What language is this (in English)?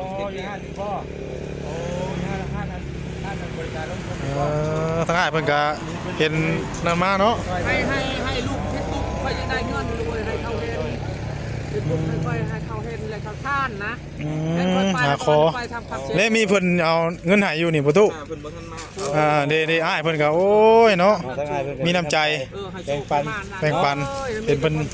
Northeastern Thai